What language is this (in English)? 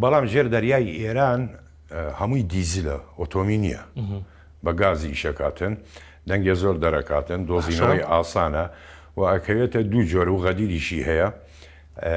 Central Kurdish